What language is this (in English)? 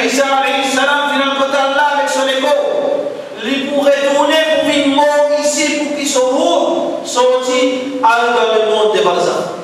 Morisyen